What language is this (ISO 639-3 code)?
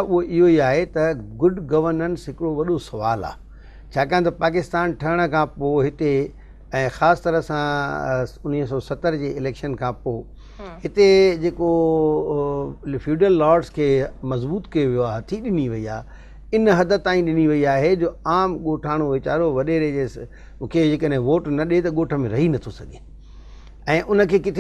snd